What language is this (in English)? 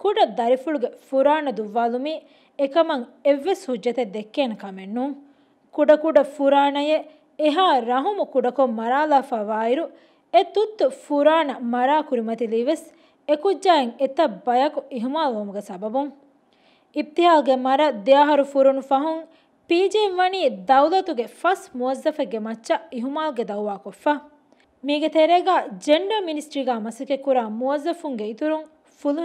Divehi